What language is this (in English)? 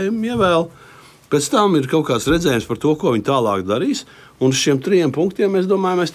Latvian